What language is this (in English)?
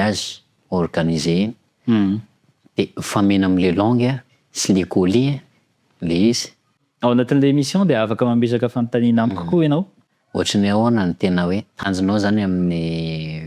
Malagasy